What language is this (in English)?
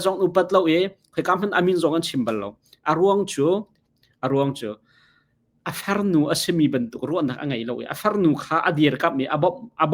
Hakha Chin